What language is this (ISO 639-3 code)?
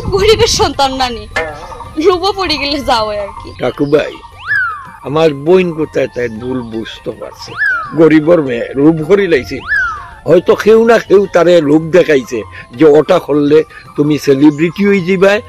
syl